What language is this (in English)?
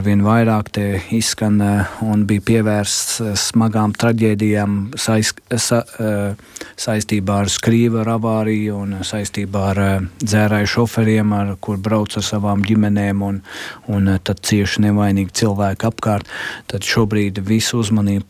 Latvian